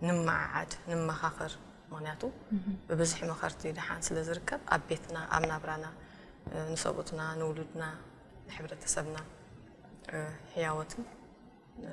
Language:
Tigrinya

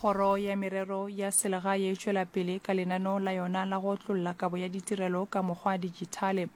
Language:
Northern Sotho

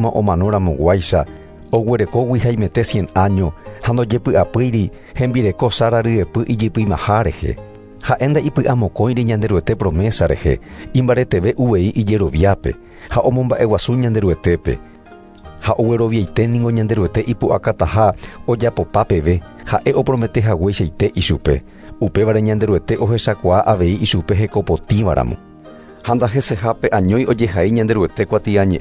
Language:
Guarani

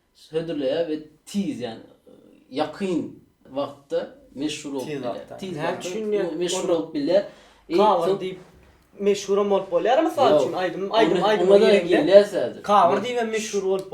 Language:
Turkmen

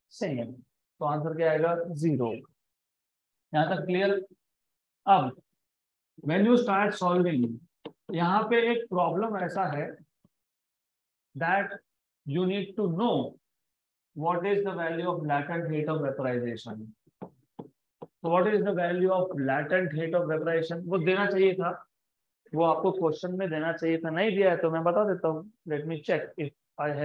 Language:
Hindi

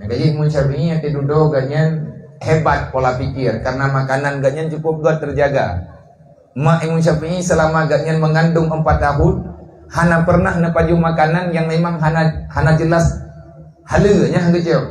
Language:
Achinese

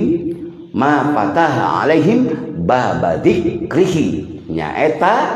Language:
Sundanese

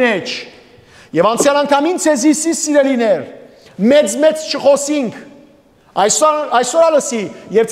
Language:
Western Armenian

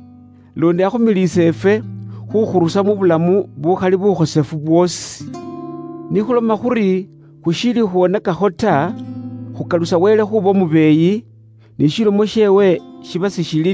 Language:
Luyia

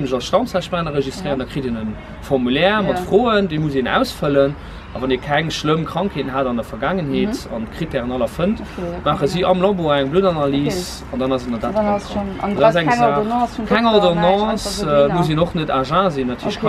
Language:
Luxembourgish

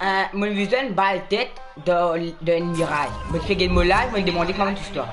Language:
Morisyen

